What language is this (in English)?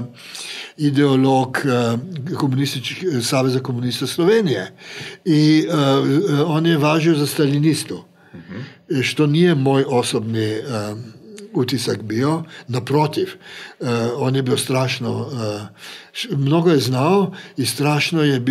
Croatian